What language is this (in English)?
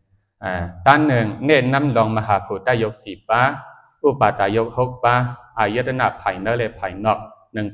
Shan